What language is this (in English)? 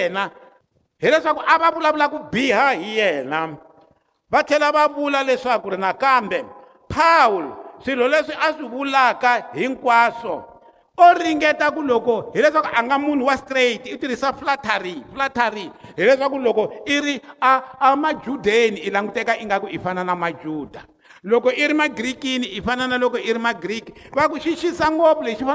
Tsonga